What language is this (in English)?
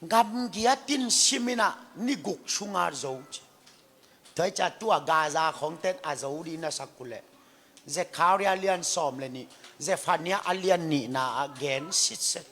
Tedim Chin